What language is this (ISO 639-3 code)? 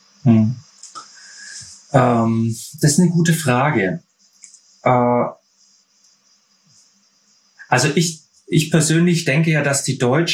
deu